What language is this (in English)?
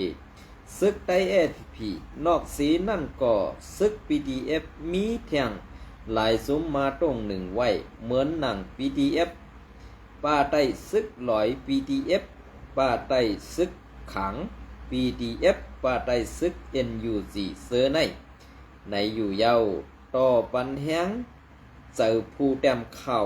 Shan